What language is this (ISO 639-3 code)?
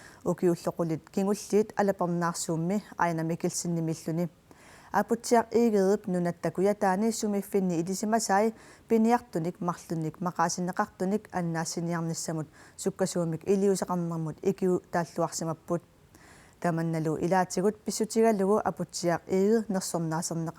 kal